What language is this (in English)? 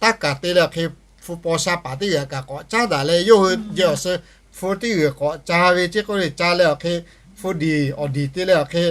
Lahu